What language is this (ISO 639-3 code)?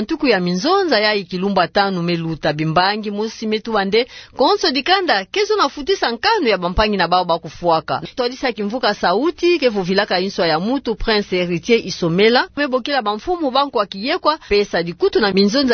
ktu